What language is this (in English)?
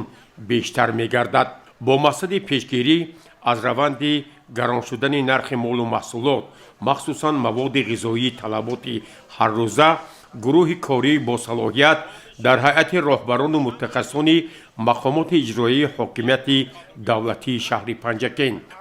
Tajik